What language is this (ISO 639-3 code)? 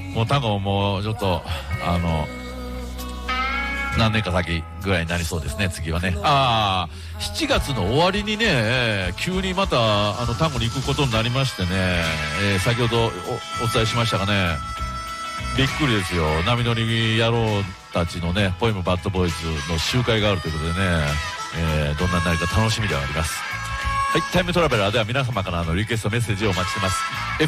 jpn